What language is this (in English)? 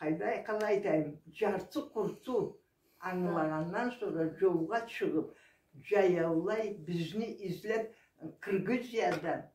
Karachay-Balkar